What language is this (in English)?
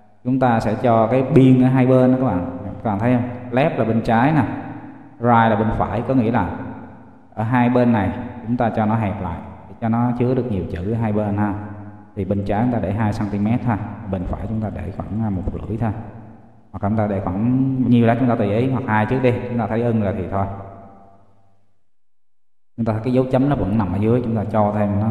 Vietnamese